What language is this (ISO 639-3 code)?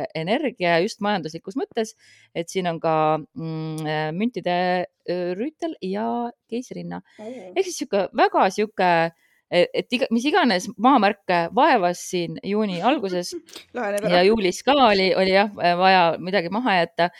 est